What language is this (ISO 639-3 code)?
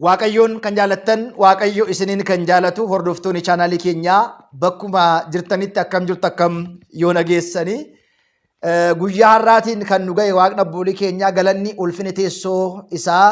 orm